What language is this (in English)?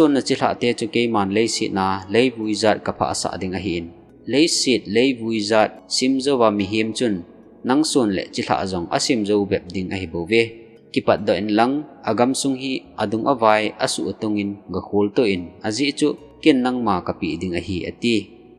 Thado Chin